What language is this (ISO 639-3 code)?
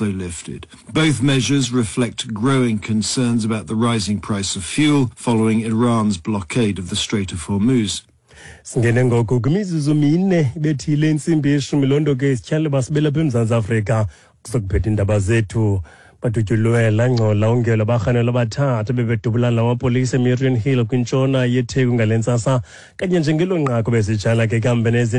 xho